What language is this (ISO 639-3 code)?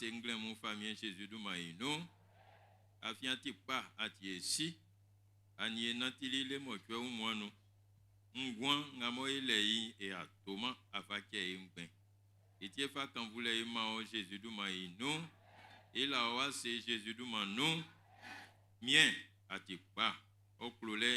bci